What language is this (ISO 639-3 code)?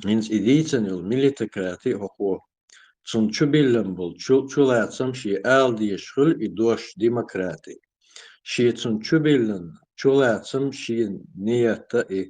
che